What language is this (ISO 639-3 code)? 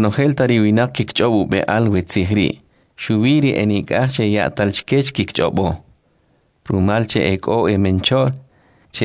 quc